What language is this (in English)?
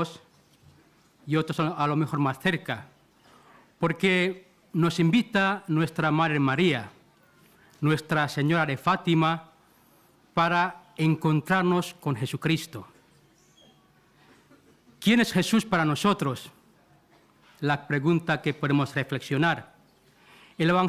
Spanish